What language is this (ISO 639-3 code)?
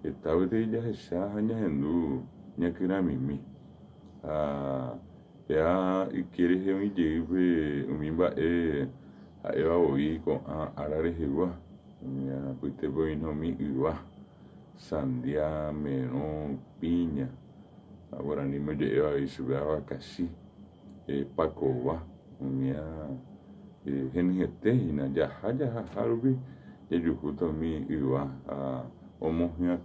grn